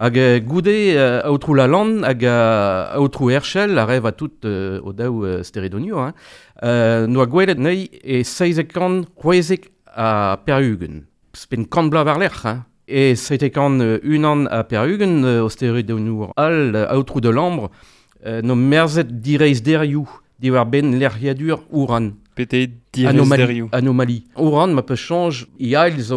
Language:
Breton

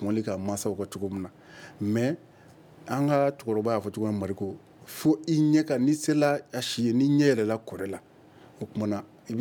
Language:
Bambara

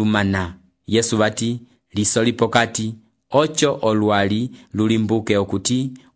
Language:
Umbundu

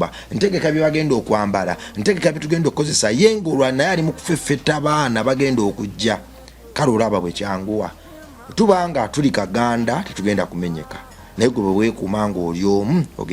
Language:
Ganda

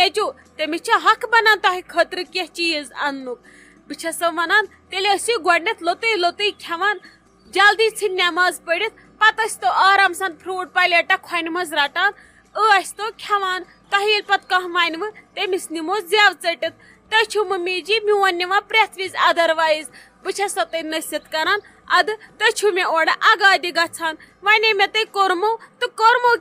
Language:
Kashmiri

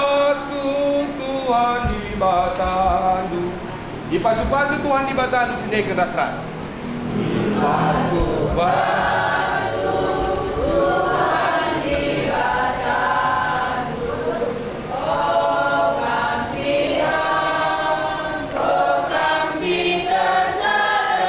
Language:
Batak Karo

